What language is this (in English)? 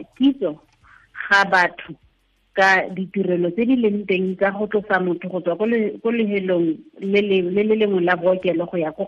Tswana